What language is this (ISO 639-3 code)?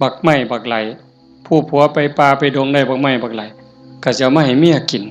tts